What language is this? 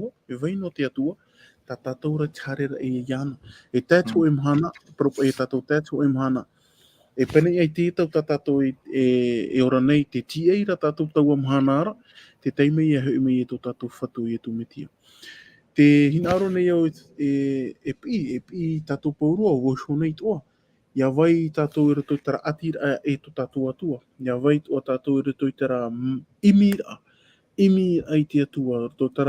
Tahitian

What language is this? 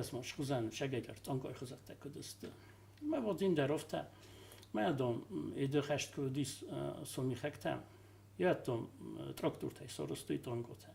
Ossetic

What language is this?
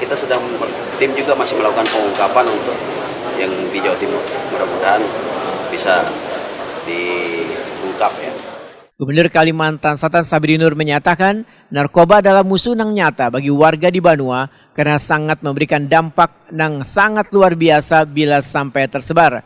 Banjar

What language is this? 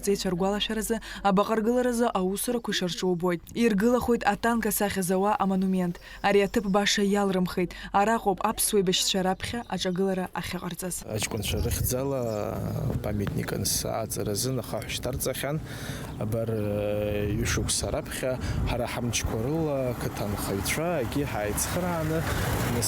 Abkhazian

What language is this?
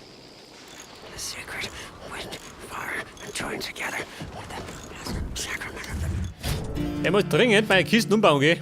Bavarian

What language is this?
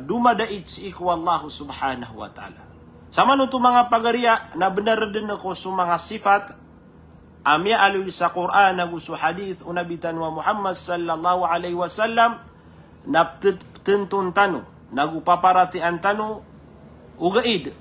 Maranao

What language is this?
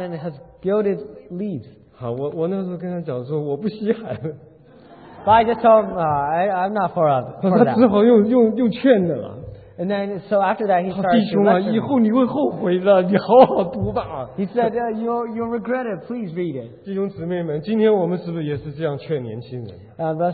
Chinese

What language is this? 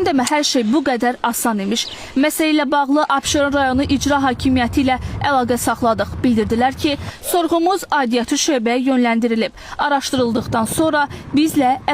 Azerbaijani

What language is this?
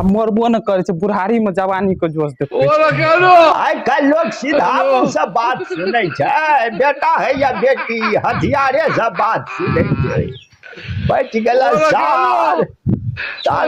Maithili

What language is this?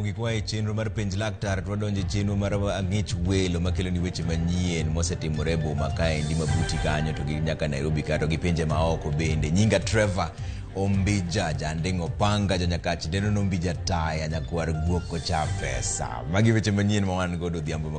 Luo (Kenya and Tanzania)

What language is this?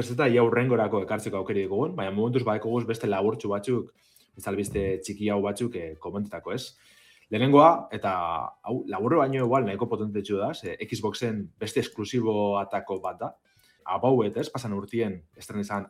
Basque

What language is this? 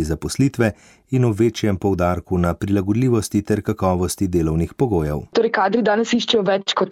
Slovenian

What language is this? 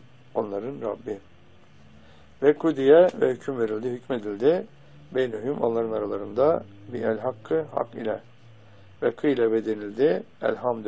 Turkish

